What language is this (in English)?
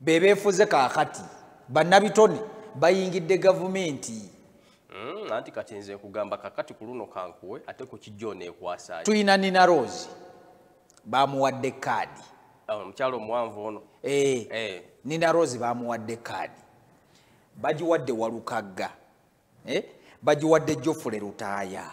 Ganda